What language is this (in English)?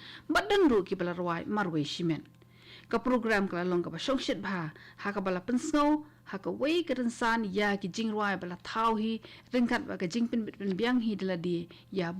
Khasi